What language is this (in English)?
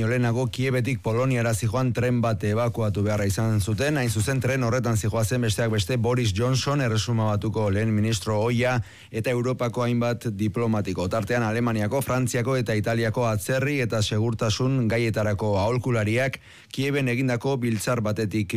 Basque